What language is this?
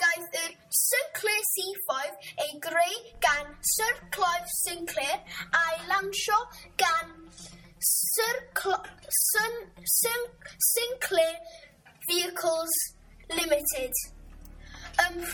Welsh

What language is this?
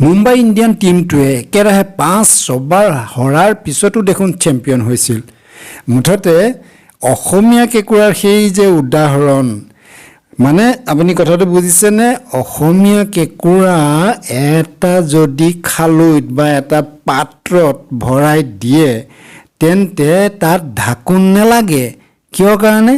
Assamese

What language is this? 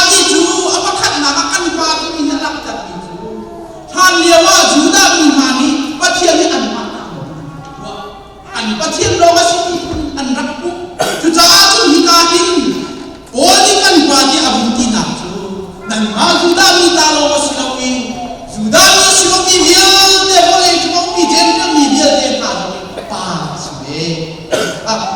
Hakha Chin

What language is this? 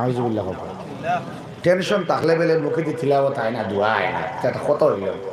Sylheti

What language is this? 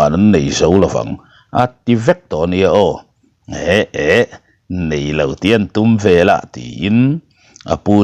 Mizo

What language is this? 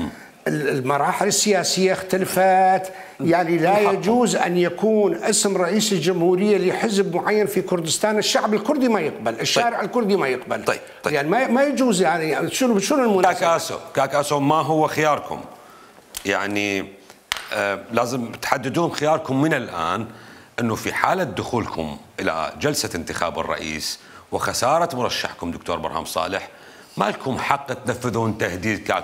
Mesopotamian Arabic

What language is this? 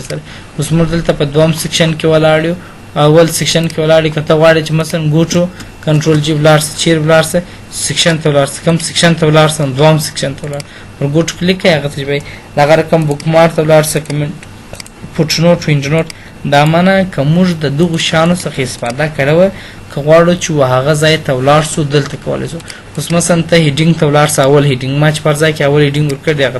Pashto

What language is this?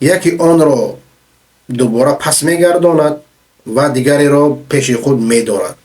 Persian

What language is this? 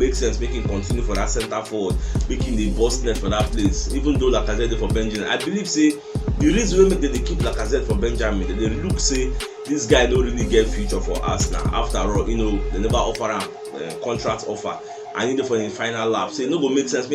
Nigerian Pidgin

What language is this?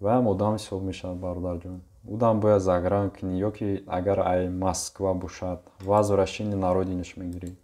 Tajik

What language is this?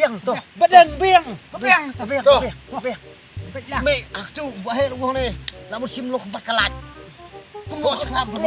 Khasi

